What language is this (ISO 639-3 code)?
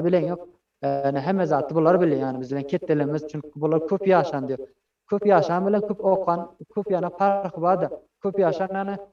tuk